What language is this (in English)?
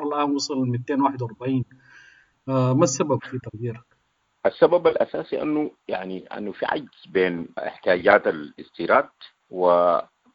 Sudanese Arabic